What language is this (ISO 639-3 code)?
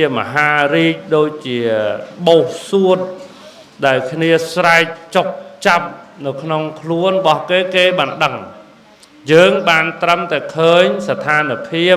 khm